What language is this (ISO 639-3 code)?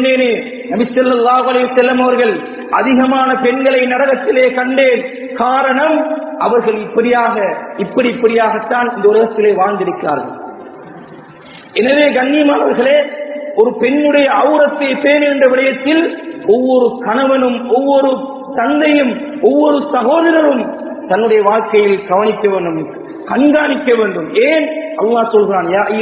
tam